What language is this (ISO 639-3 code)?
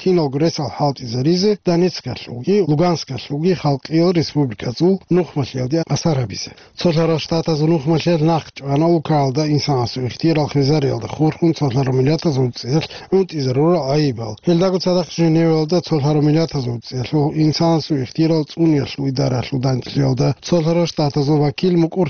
ava